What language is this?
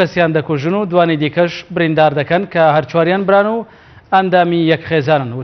Central Kurdish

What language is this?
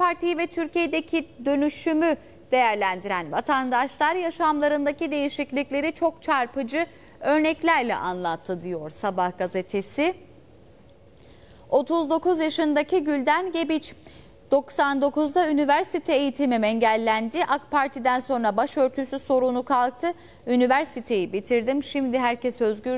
Turkish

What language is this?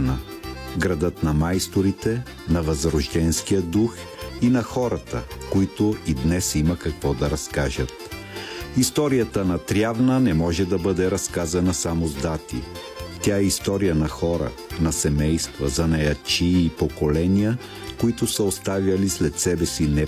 Bulgarian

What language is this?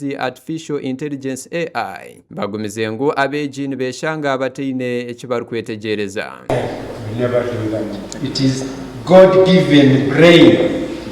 Nyankole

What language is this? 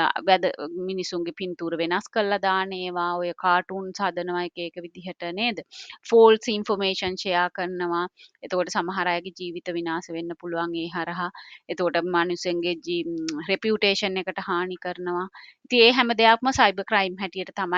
Sinhala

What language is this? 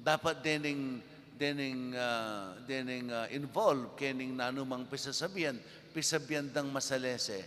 Pampanga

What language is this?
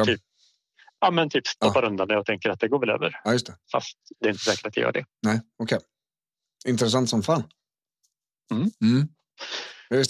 Swedish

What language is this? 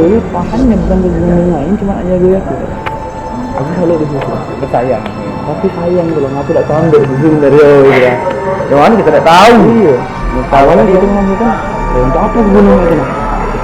Musi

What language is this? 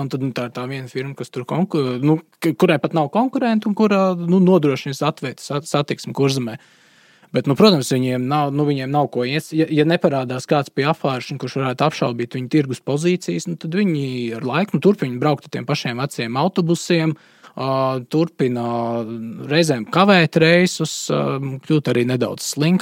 Latvian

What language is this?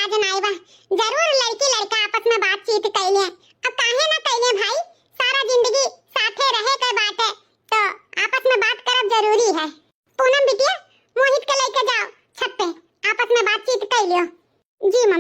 Awadhi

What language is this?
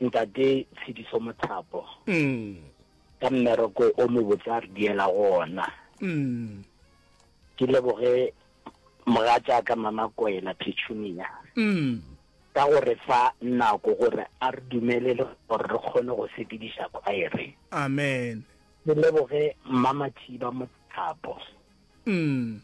Northern Sotho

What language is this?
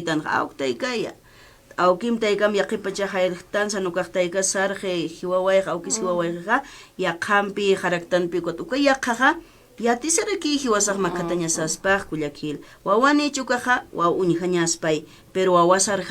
Aymara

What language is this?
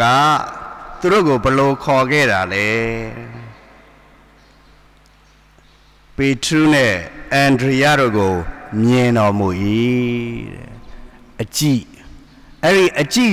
Burmese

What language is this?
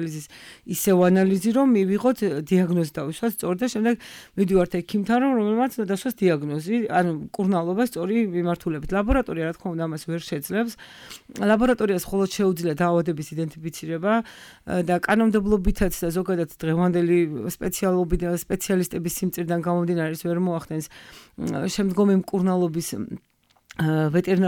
Georgian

